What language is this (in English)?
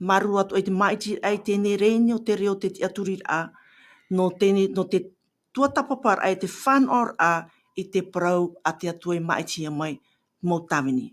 Tahitian